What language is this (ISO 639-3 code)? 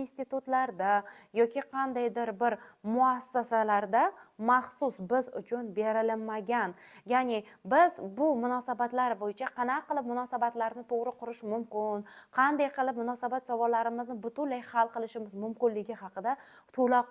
uzb